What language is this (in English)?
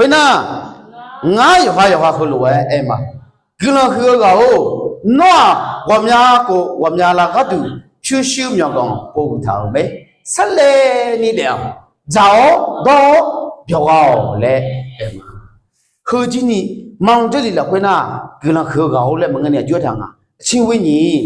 Akha